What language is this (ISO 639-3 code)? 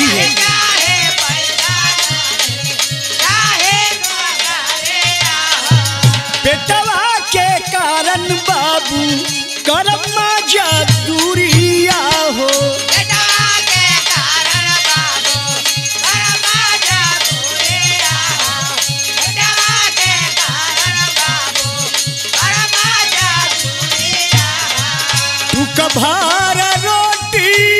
bho